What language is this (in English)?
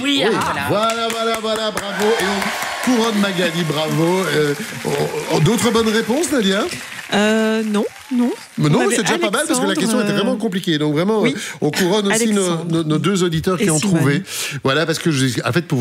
French